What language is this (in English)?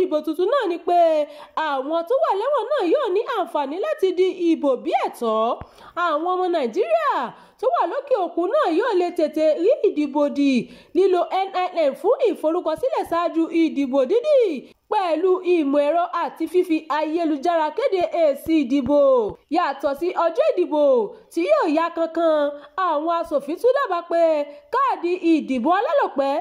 Yoruba